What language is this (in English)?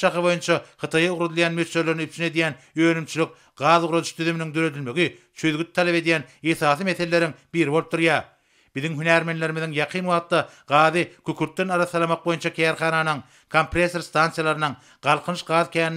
Turkmen